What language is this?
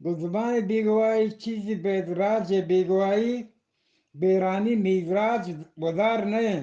Eastern Balochi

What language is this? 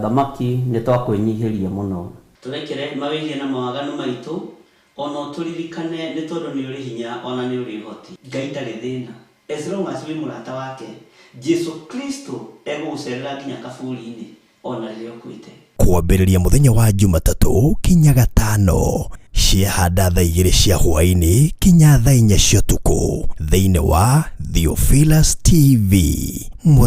Kikuyu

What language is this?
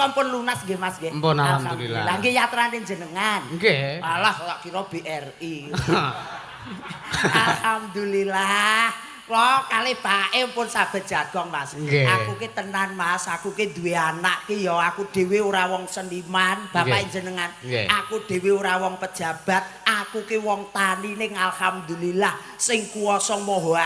Javanese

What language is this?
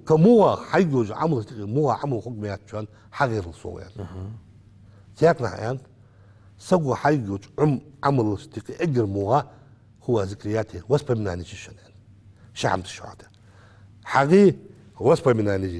Ingush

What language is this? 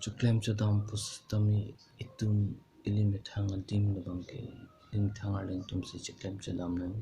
Karbi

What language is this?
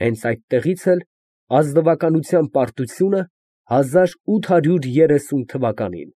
Armenian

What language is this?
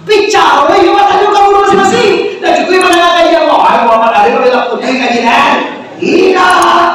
Minangkabau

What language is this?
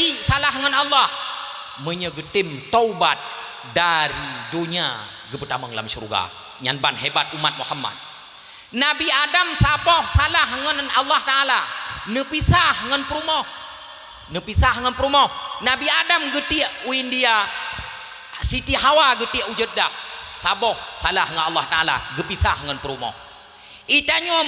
Achinese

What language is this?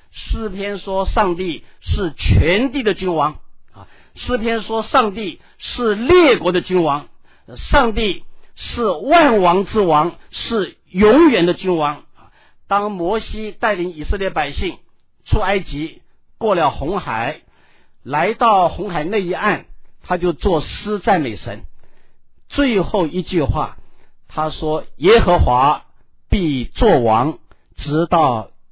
Chinese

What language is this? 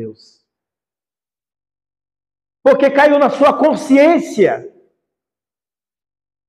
Portuguese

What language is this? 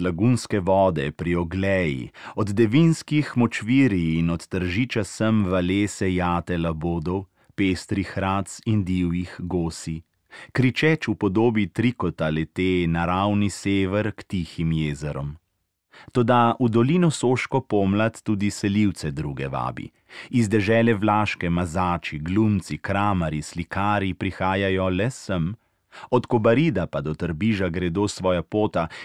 Slovenian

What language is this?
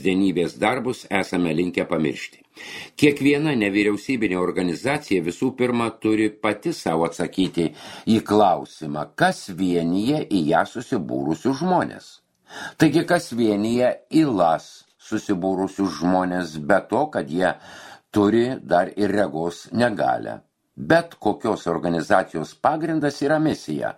Lithuanian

